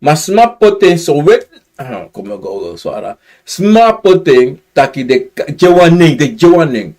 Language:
Sranan Tongo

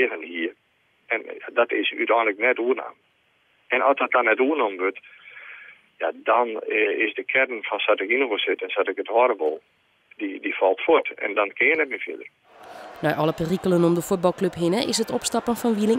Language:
Western Frisian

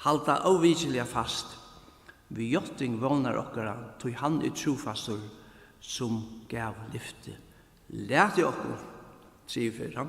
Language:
Faroese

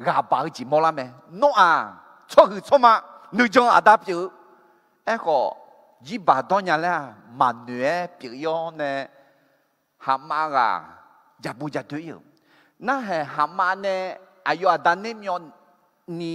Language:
Akha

